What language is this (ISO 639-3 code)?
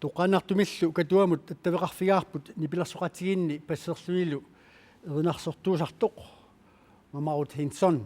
kal